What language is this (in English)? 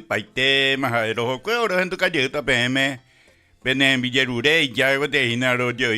Guarani